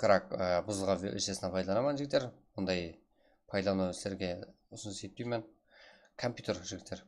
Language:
Kara-Kalpak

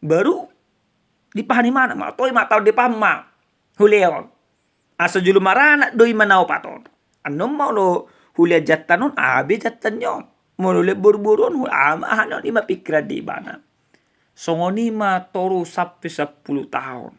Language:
Batak Toba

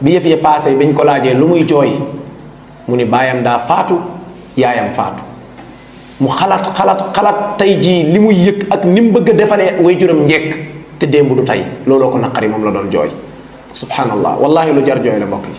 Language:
Wolof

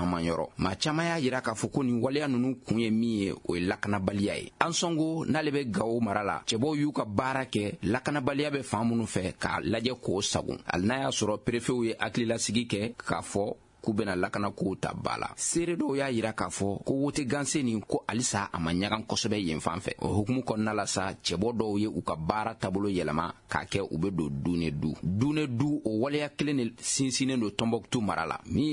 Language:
Bambara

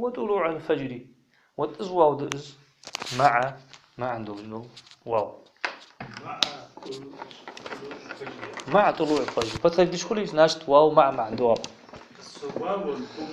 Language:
Ingush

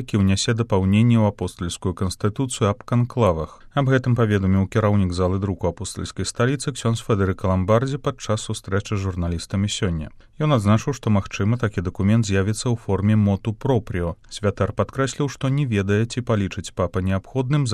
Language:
Belarusian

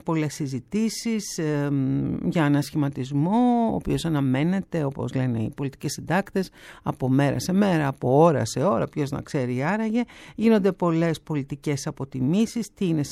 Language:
Greek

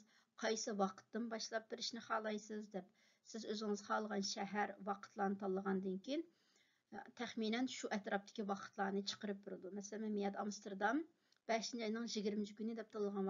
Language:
Uyghur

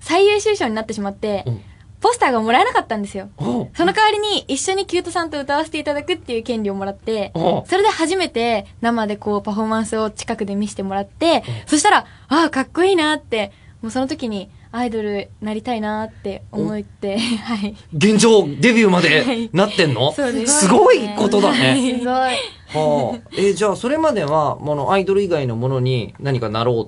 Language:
Japanese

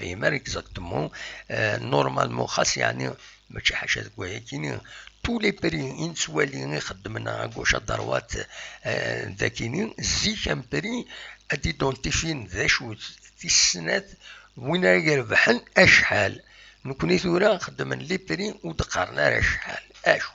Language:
Kabyle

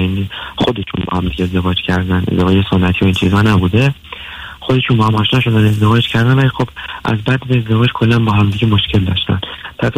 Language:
Persian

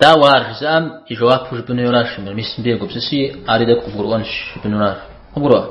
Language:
Kabardian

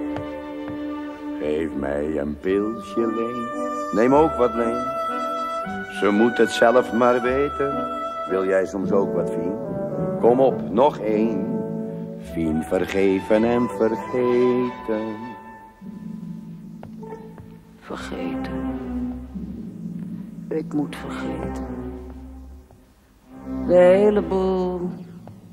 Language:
Dutch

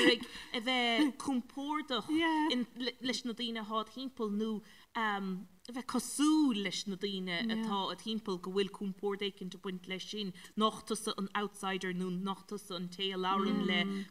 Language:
Irish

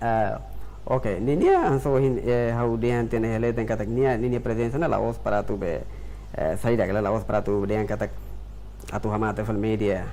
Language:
Tetum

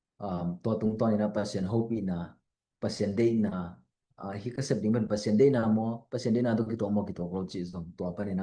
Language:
Tedim Chin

